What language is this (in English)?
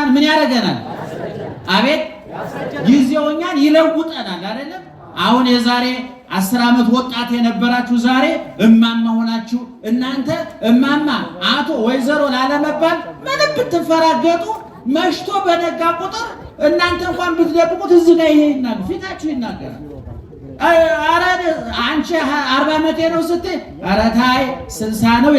Amharic